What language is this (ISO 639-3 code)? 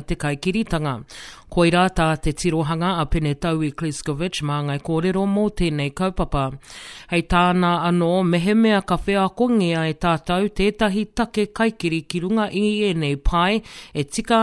mri